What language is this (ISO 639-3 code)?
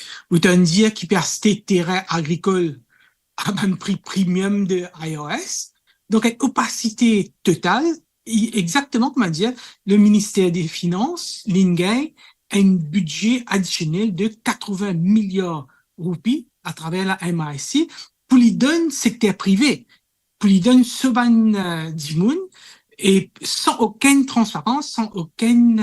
mfe